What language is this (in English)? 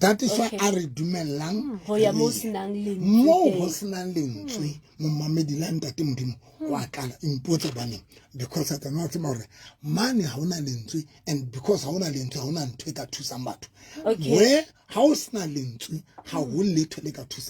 Southern Sotho